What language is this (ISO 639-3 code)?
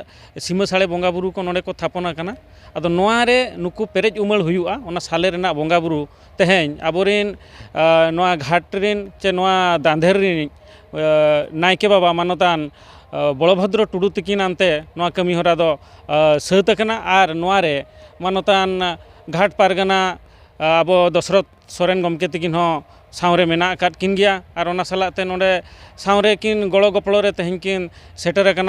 sat